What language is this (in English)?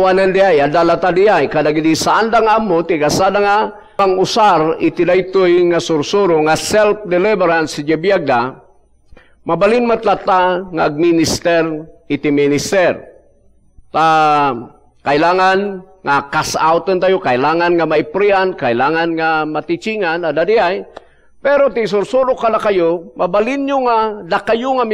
Iloko